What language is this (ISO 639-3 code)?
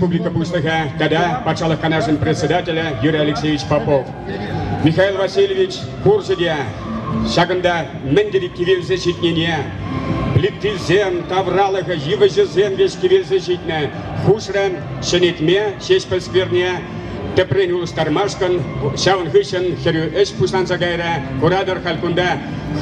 chv